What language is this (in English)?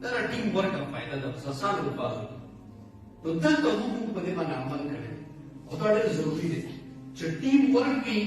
Pashto